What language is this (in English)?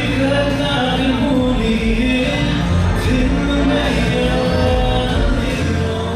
Hakha Chin